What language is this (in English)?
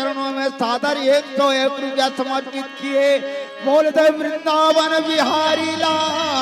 Chhattisgarhi